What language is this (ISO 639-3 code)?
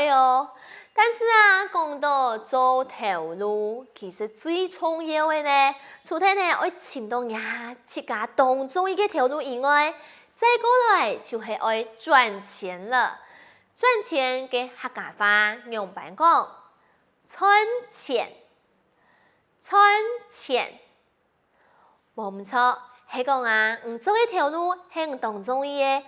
hak